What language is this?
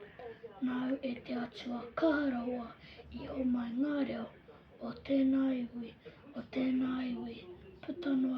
Māori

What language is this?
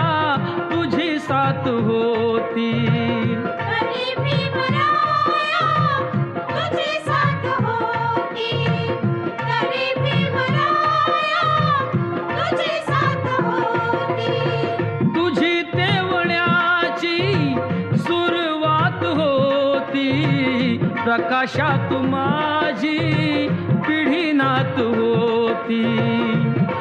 Marathi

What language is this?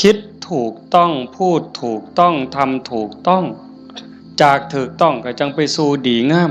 Northeastern Thai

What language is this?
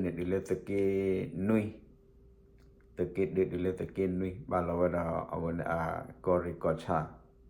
S'gaw Karen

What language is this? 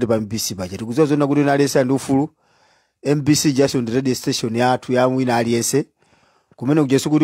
Nyanja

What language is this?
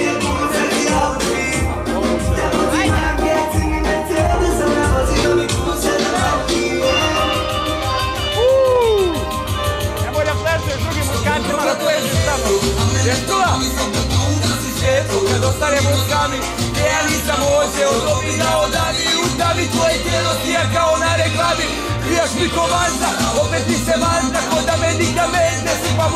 Croatian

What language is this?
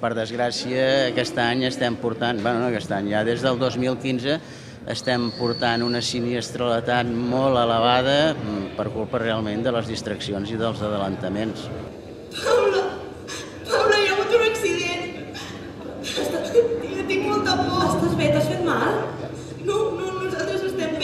Catalan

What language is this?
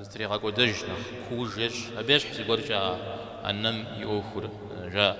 Kabardian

